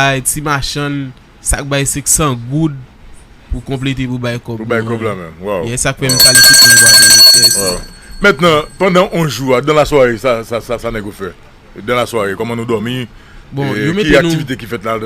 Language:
Haitian Creole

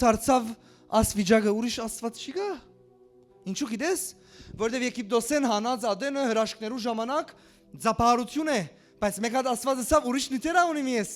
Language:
Western Armenian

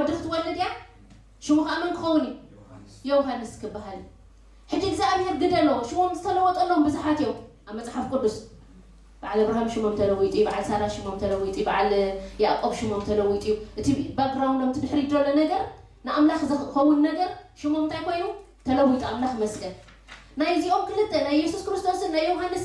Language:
Tigrinya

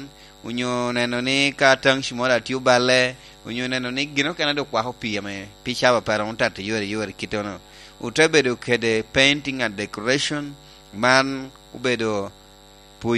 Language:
Lango (Uganda)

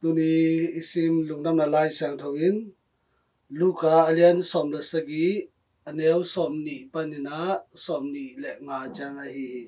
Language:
Tedim Chin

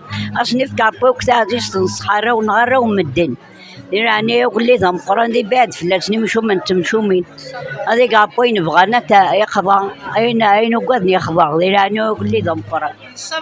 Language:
Kabyle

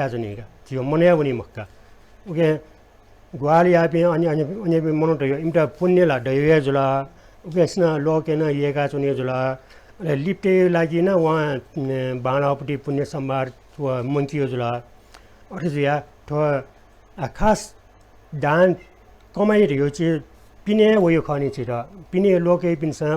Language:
Newari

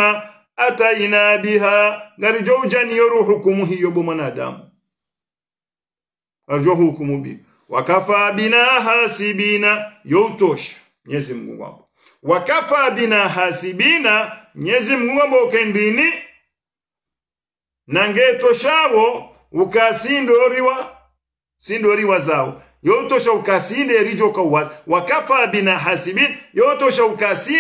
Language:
Swahili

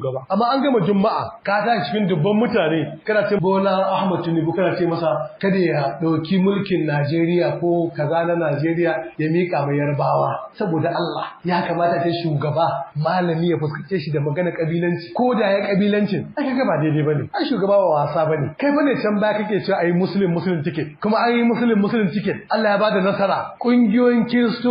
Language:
Hausa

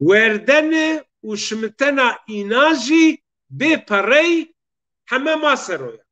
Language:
Zaza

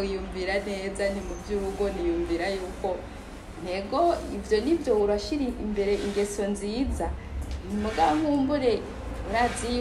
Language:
Rundi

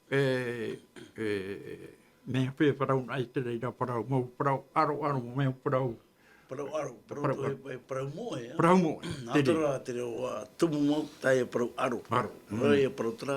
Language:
Tahitian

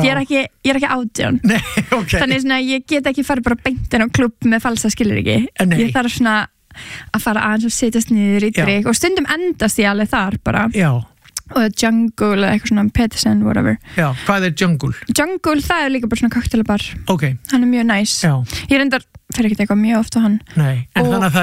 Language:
Icelandic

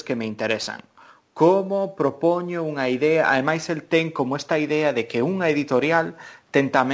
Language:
Galician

